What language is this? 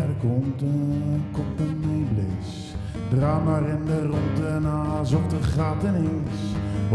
Zeelandic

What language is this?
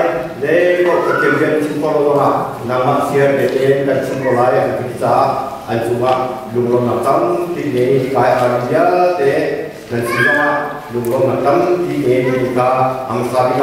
Hakha Chin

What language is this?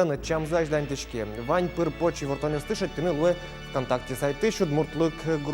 Udmurt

